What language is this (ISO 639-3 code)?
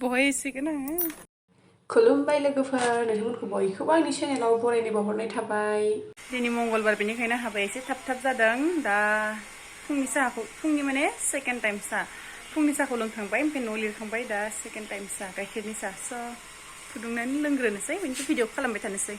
brx